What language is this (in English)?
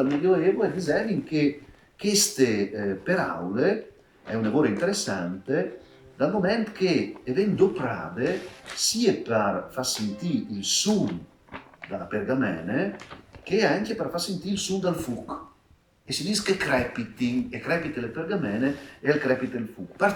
Friulian